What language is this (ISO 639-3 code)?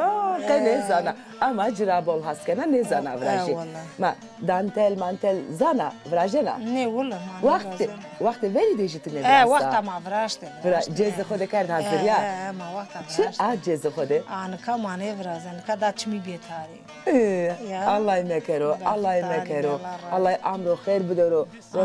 zza